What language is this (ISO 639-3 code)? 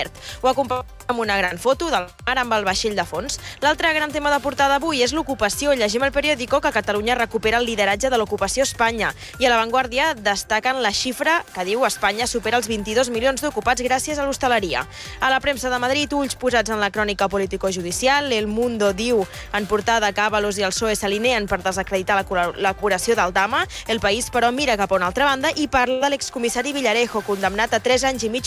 cat